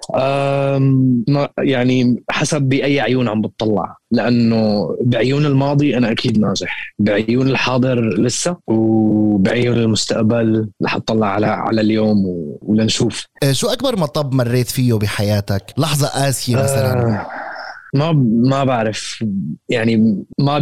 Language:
North Levantine Arabic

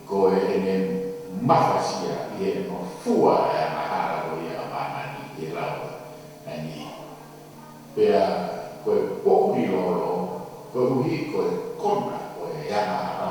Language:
Tongan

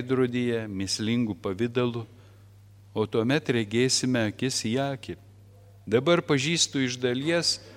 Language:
Lithuanian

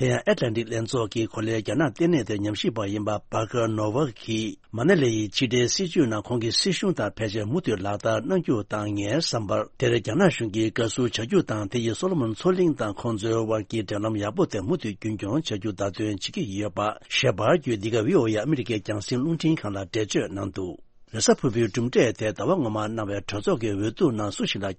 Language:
Tibetan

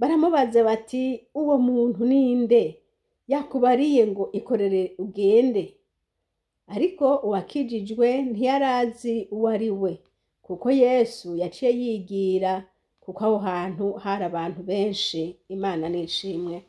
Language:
Rundi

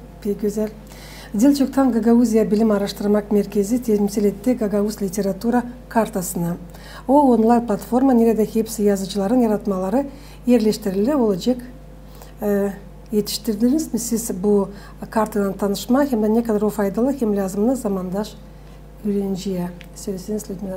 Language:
Gagauz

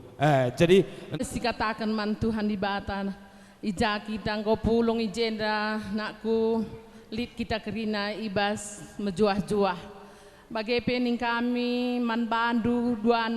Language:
Batak Karo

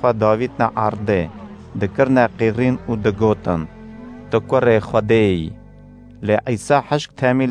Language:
Kurdish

